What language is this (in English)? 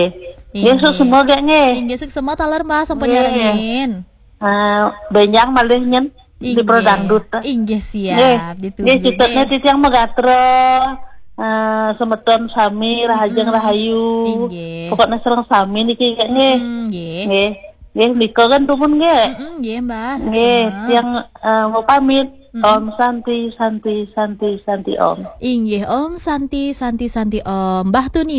Balinese